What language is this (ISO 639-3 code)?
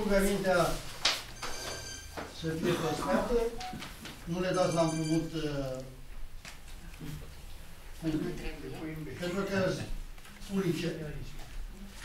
ron